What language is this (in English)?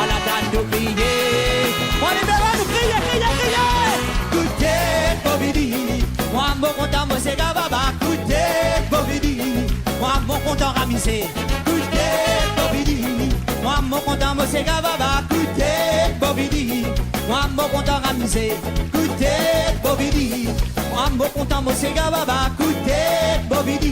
Morisyen